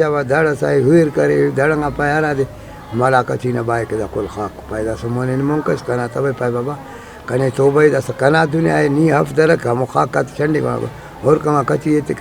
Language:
Brahui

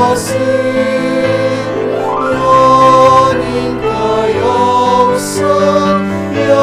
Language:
Pampanga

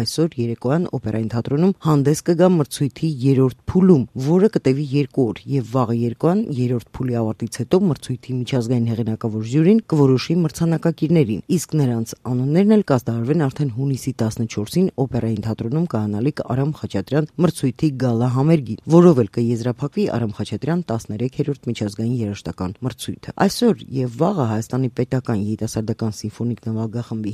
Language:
Armenian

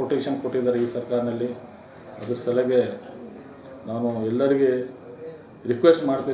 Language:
Kannada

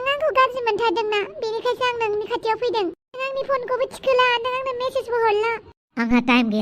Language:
Bodo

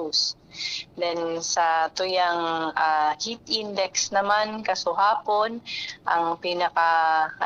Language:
Bikol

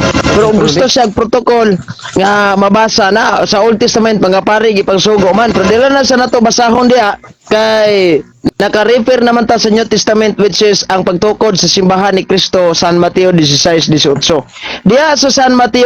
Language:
Cebuano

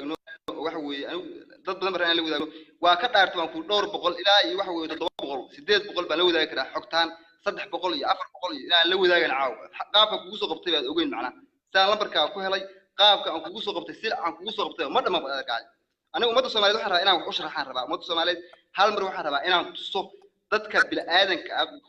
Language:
Somali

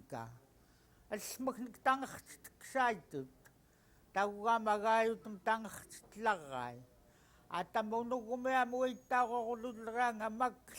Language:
Central Yupik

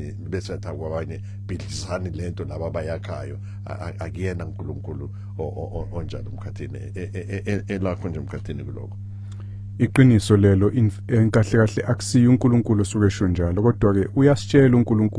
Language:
Zulu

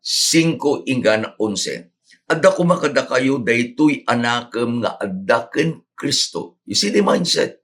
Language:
Iloko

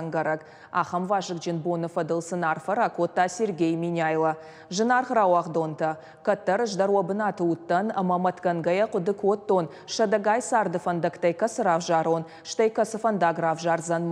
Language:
Ossetic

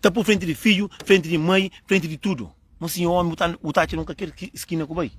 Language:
Kabuverdianu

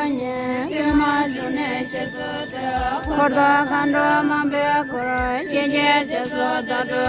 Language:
Tibetan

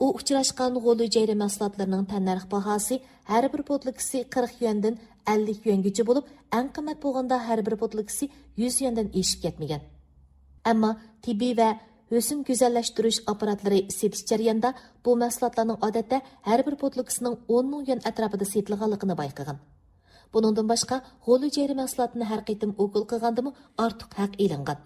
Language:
Uyghur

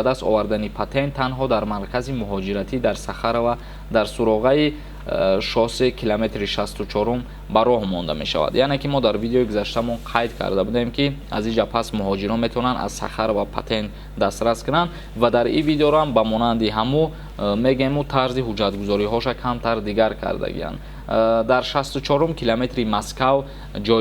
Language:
Tajik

